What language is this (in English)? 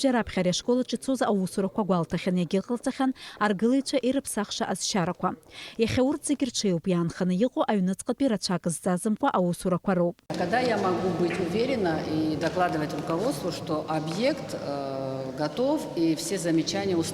Abkhazian